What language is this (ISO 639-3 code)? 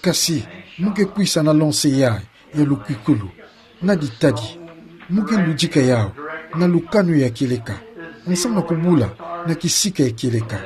ktu